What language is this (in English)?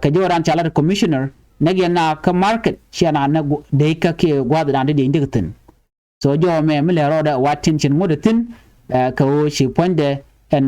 Nuer